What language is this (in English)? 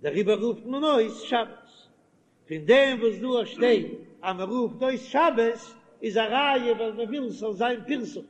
Yiddish